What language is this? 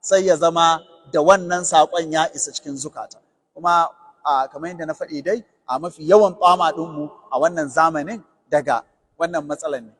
Hausa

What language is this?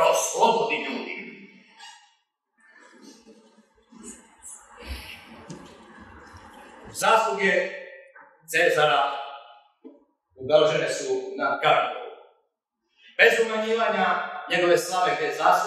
Serbian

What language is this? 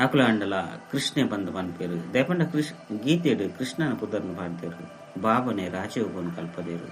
Tulu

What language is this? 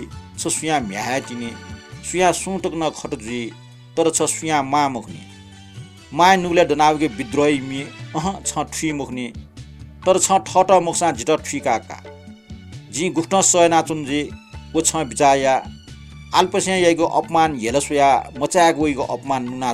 Newari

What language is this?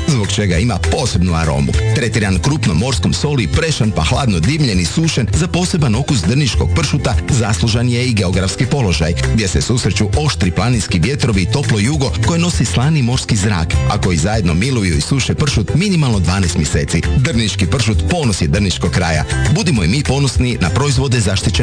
Croatian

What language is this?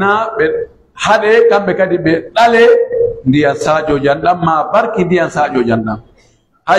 Pular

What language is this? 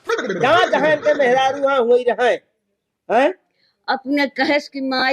Awadhi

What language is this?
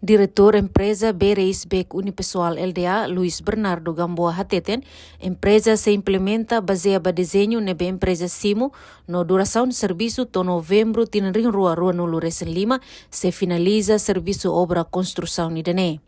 Tetum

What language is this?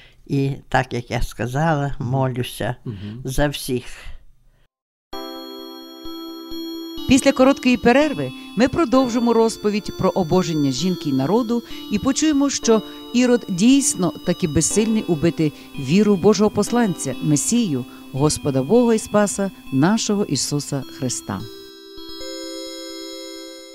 Ukrainian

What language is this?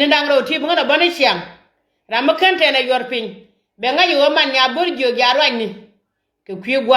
Nuer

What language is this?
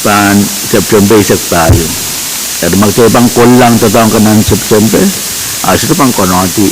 Pohnpeian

